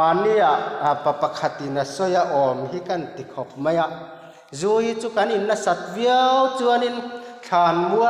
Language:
Mizo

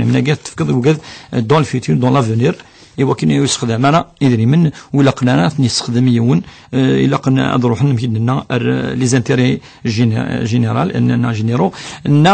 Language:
Kabyle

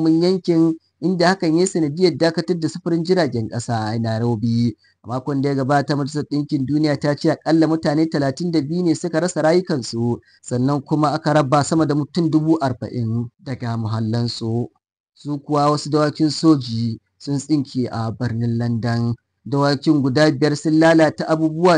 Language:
Hausa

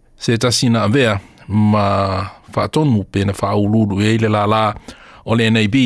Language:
Samoan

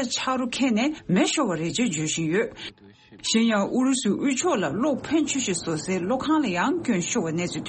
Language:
Tibetan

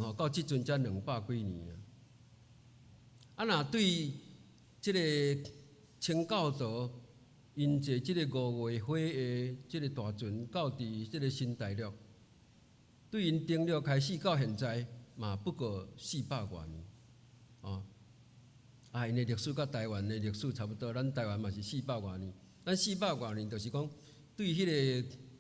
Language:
Min Nan Chinese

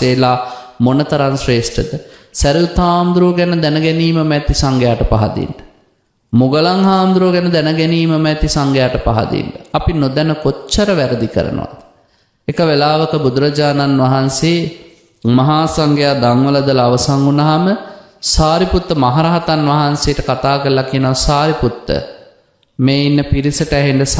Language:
Sinhala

